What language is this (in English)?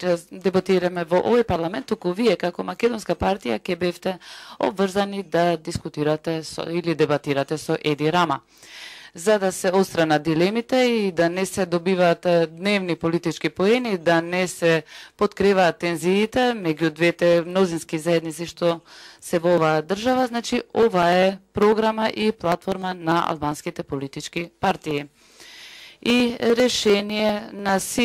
Macedonian